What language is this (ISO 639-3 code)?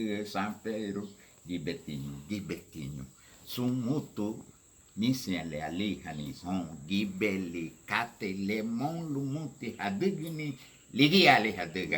cab